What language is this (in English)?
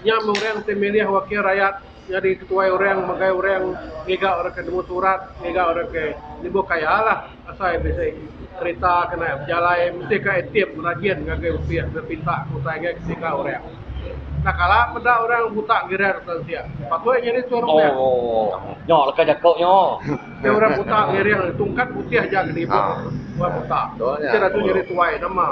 Iban